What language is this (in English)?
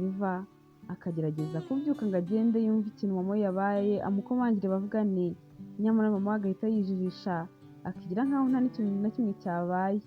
Kinyarwanda